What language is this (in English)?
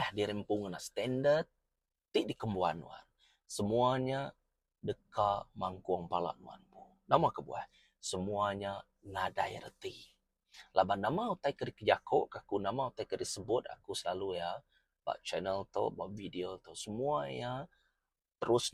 Iban